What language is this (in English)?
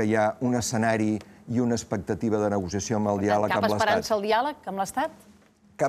Catalan